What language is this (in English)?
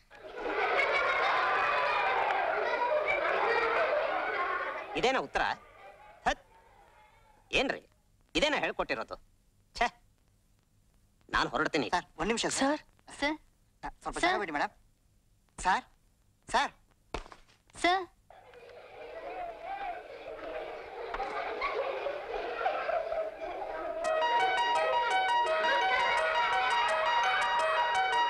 Kannada